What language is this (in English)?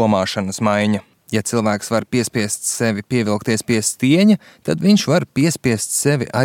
Latvian